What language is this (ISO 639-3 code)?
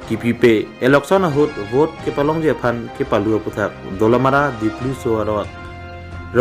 mjw